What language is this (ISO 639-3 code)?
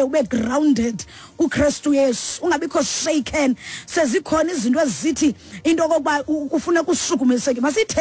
xho